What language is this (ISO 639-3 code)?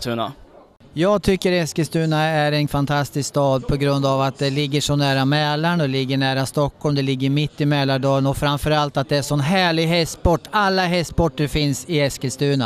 swe